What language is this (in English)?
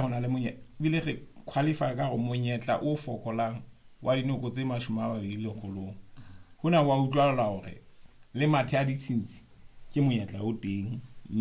Southern Sotho